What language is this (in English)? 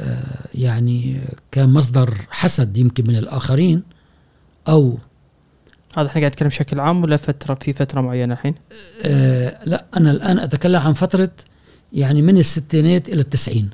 Gulf Arabic